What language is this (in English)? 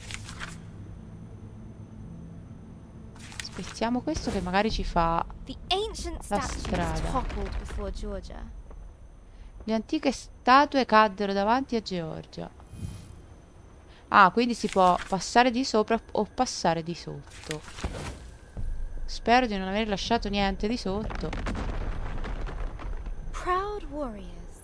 Italian